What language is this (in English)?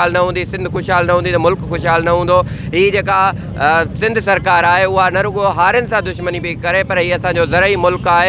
Sindhi